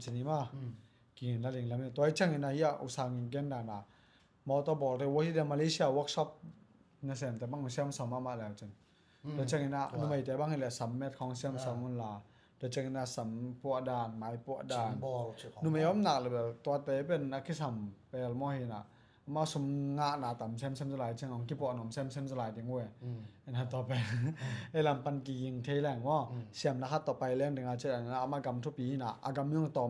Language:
Tedim Chin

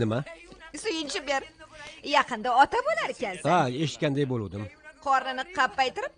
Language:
Uzbek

